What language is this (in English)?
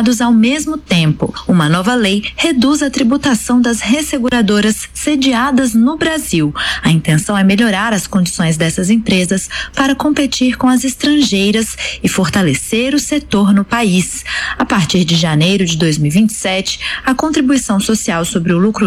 Portuguese